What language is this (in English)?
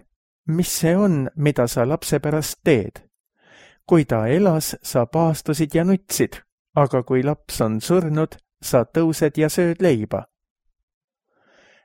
Estonian